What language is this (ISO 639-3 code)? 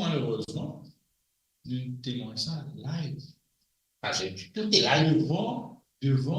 mfe